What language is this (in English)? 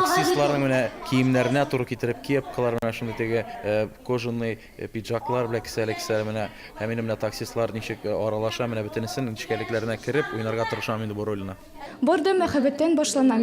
Tatar